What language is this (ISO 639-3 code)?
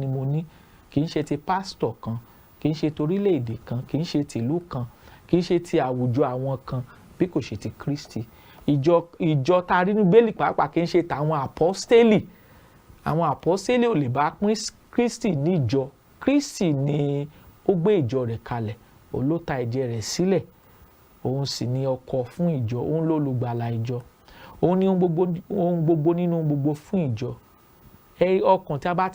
yor